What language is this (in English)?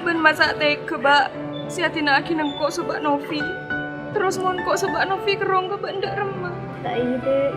Madurese